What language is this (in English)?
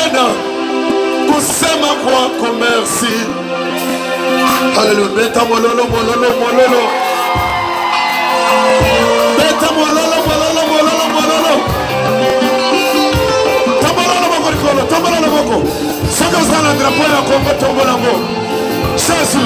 Lingala